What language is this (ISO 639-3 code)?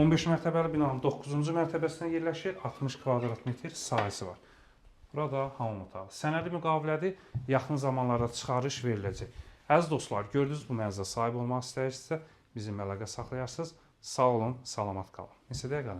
aze